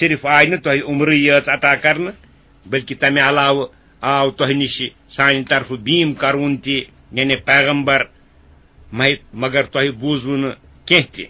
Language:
Kashmiri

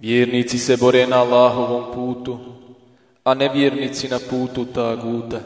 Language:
Bosnian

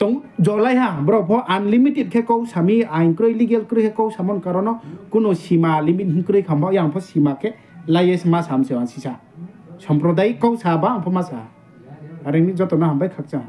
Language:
Riang (India)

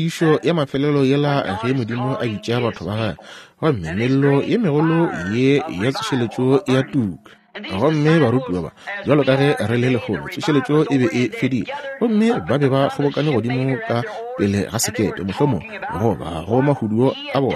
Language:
Northern Sotho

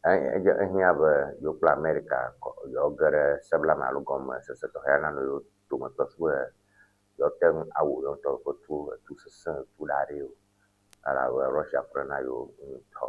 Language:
Ewe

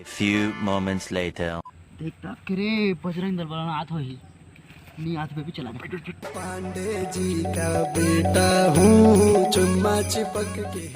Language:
Chhattisgarhi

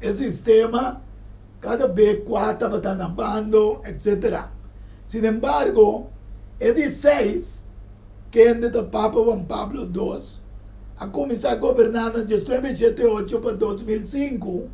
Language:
Papiamento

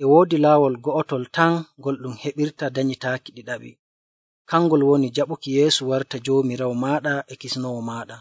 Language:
Nigerian Fulfulde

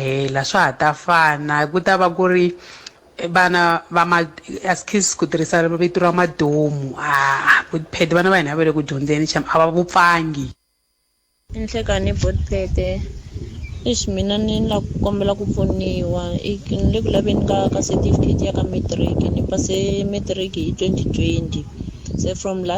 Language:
Tsonga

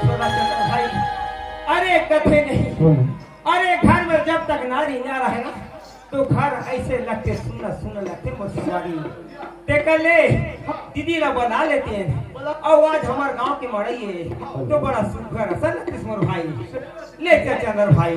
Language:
Chhattisgarhi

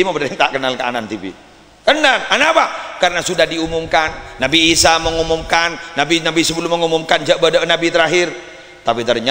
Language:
Madurese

